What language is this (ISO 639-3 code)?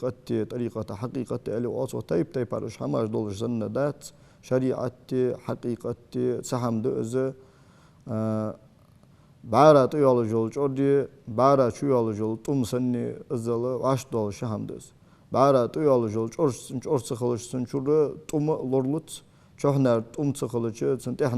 inh